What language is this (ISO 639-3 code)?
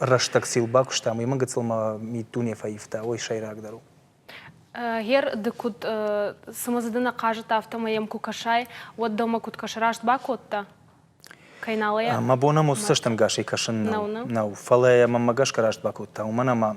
oss